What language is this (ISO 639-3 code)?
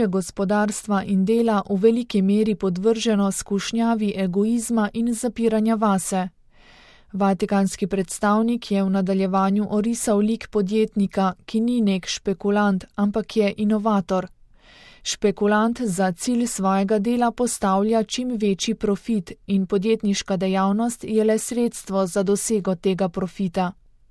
slv